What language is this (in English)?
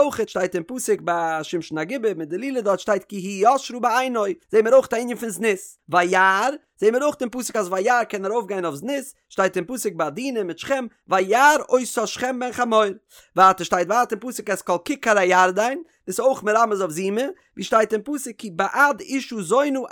Yiddish